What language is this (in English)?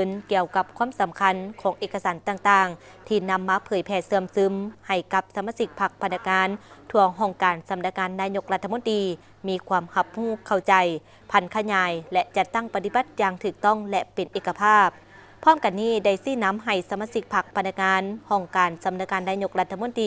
Lao